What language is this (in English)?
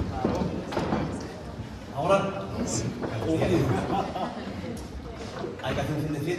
Spanish